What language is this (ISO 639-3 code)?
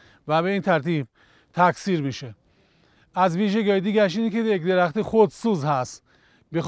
fas